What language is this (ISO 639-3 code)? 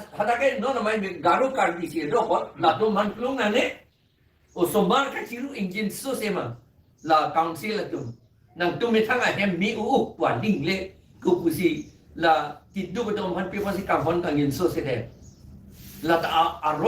mjw